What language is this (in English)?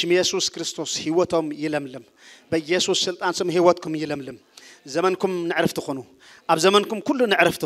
Tigrinya